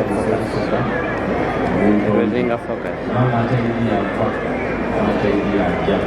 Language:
Soga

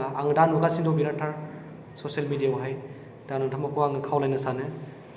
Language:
Bodo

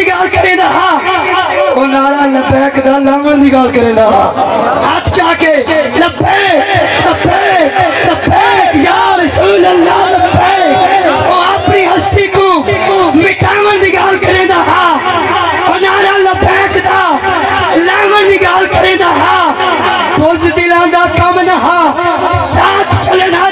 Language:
Saraiki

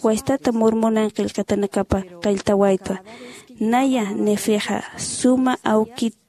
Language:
Aymara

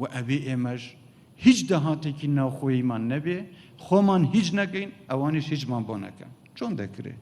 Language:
Central Kurdish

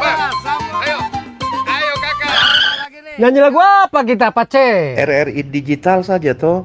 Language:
Manado Malay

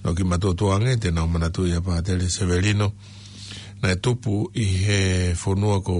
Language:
Tongan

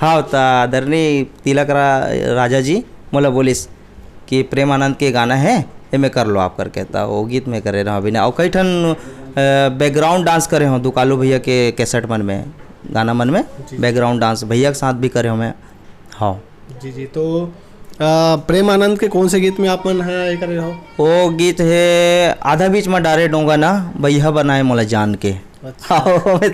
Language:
Chhattisgarhi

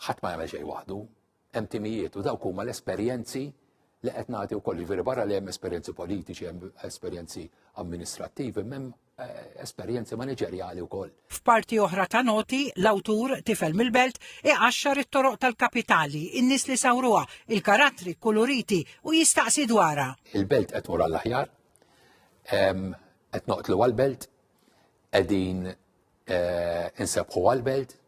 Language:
Maltese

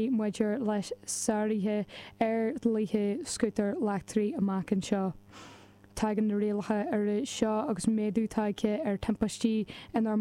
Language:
Irish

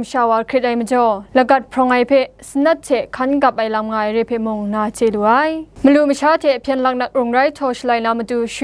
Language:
Kachin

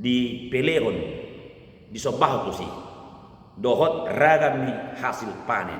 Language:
Batak Toba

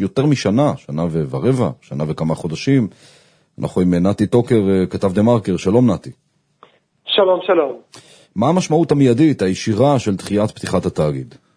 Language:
Hebrew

